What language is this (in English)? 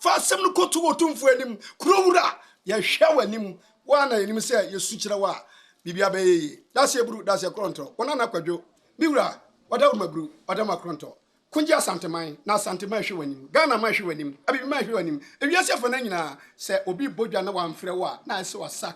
Akan